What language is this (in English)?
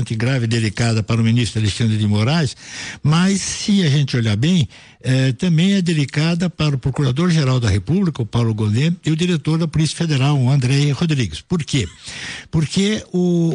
Portuguese